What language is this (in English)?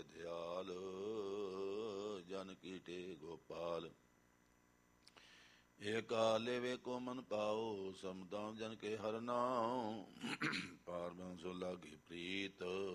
Punjabi